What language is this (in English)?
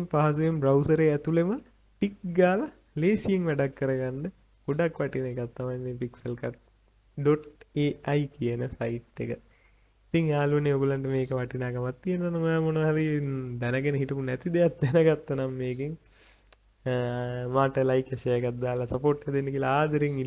Sinhala